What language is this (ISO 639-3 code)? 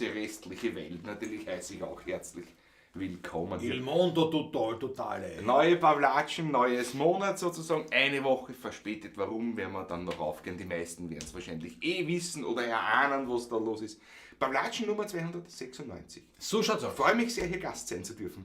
bar